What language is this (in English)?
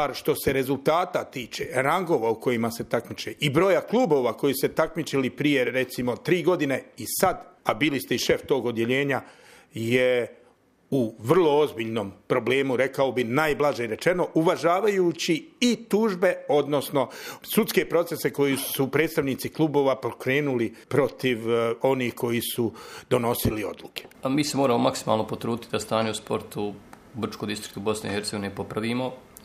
Bosnian